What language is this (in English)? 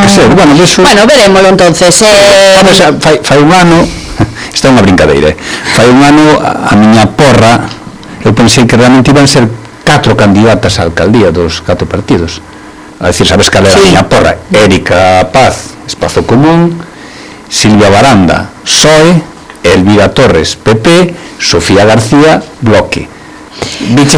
Galician